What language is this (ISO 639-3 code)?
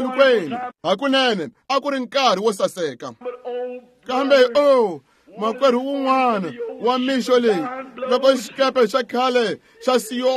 tso